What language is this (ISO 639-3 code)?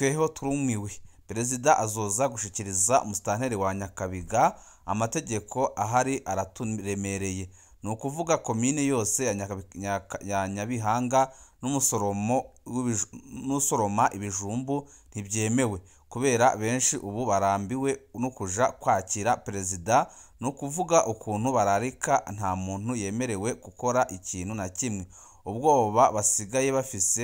run